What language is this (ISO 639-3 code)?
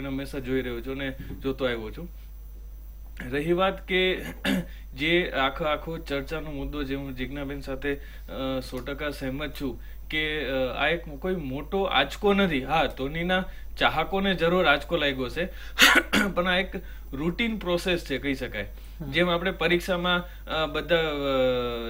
guj